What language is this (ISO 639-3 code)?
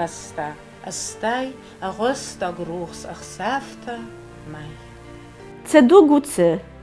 oss